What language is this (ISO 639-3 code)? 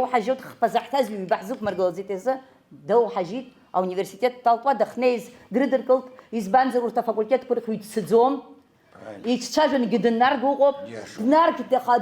abk